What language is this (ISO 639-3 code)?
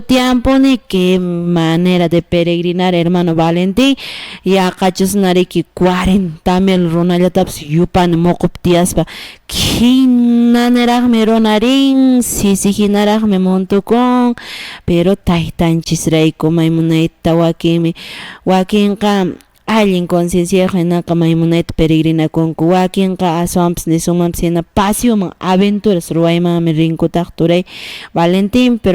que